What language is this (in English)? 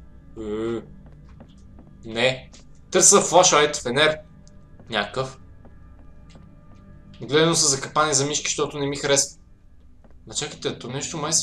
Bulgarian